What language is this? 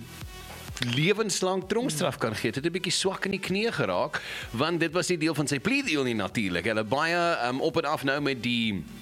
Afrikaans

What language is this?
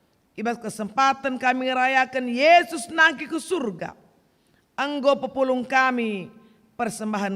Batak Karo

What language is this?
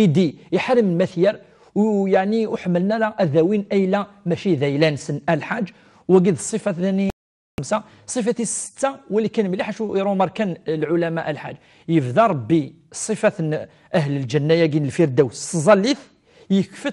Kabyle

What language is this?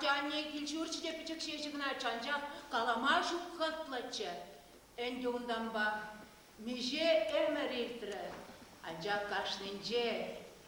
Chuvash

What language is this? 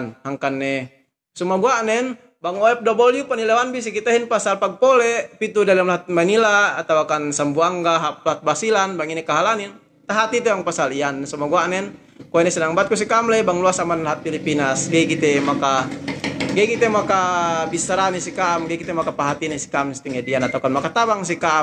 Yakan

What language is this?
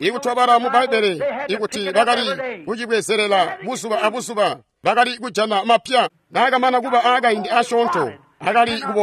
Tonga (Zambia)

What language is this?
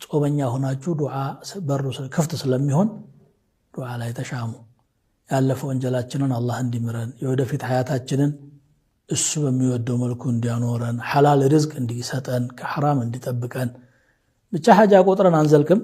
Amharic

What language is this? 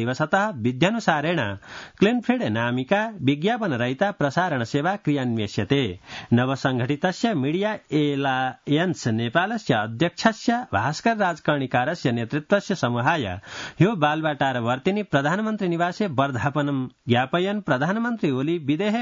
Sanskrit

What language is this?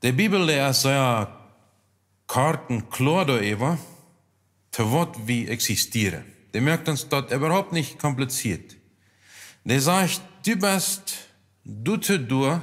Plautdietsch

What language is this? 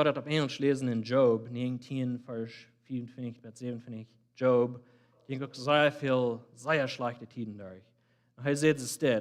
Plautdietsch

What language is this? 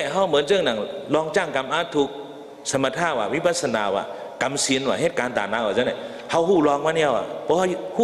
Shan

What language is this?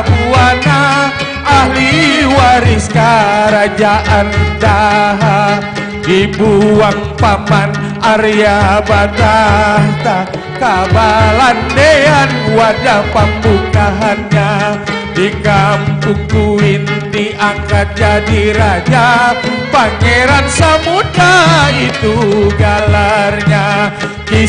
Banjar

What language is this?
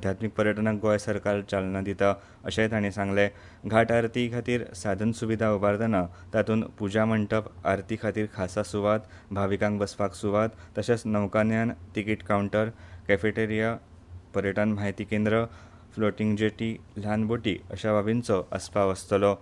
Konkani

